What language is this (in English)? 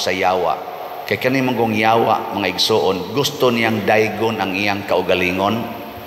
Cebuano